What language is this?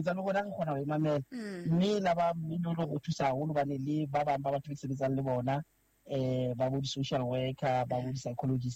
Southern Sotho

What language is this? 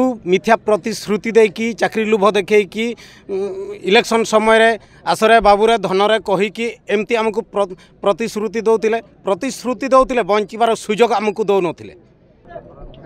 Odia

